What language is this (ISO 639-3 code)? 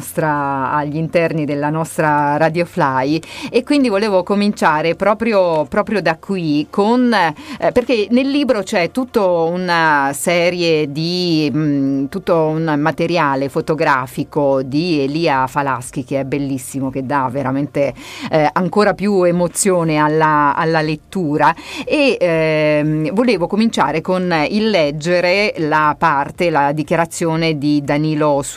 ita